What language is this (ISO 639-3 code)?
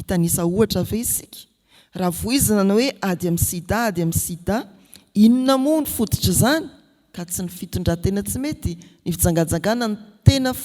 mlg